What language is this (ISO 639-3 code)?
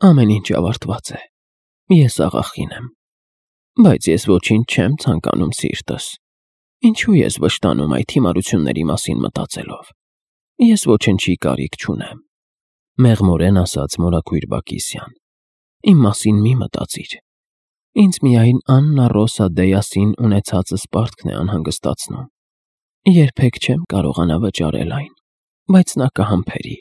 hye